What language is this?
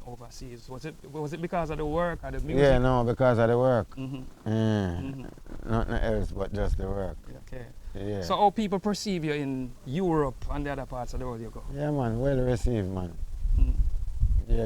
Jamaican Creole English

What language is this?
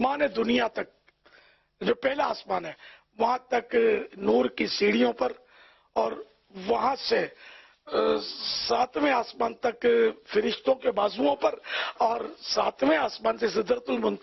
Urdu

